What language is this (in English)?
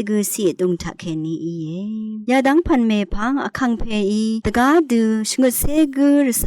Rawang